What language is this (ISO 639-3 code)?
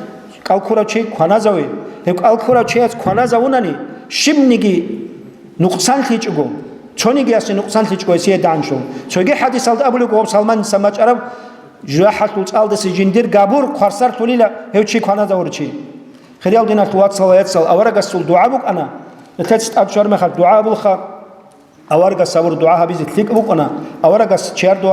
ava